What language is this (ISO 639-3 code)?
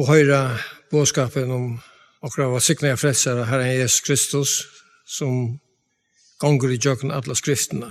fao